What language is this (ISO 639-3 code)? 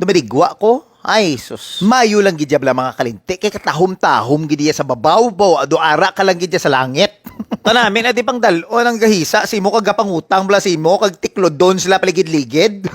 hil